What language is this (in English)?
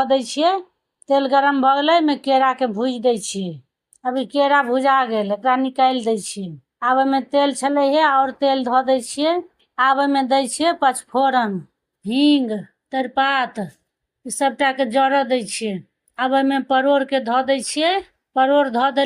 Maithili